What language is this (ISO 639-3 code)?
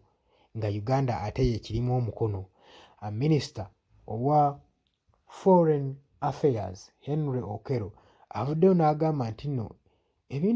lug